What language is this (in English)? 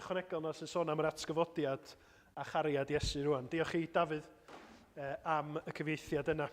Welsh